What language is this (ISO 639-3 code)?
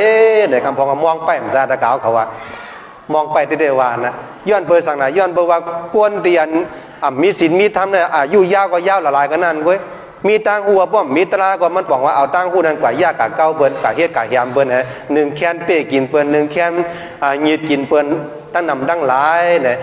shn